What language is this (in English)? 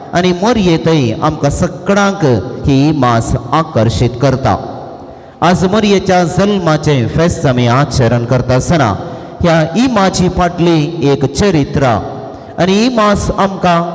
Konkani